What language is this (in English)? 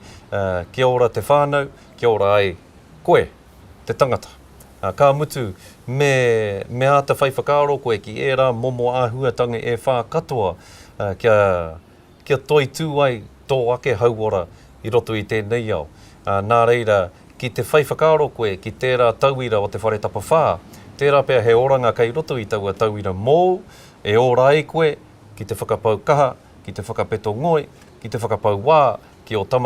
Māori